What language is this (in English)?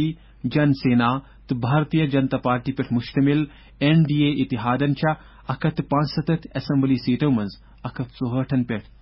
Kashmiri